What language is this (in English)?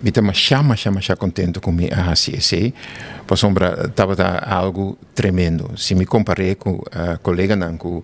Papiamento